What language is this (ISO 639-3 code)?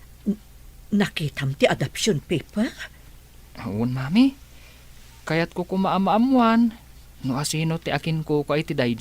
ilo